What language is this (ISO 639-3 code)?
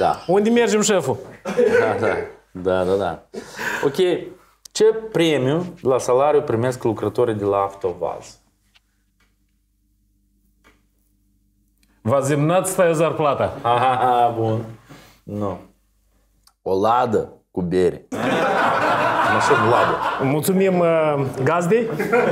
ron